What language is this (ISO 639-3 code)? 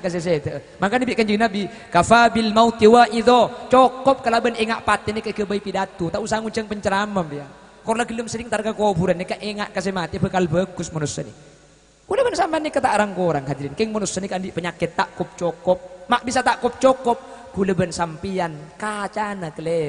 mad